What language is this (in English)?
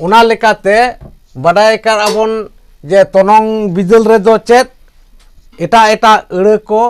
Santali